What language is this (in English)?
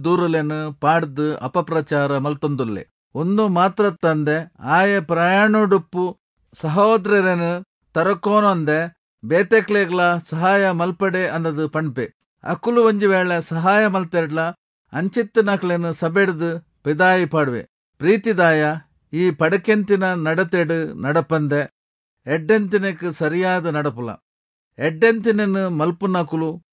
Tulu